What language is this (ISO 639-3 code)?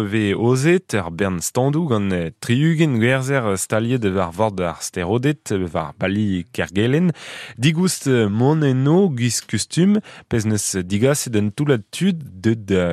bre